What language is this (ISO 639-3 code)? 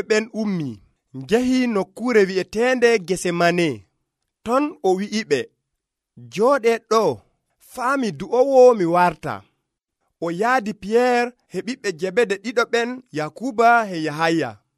fuv